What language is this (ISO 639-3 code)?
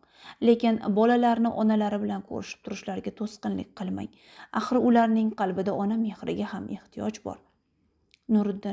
uzb